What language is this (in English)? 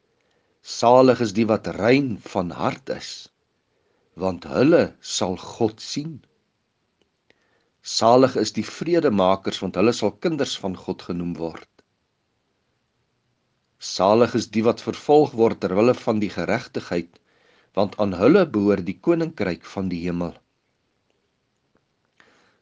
Afrikaans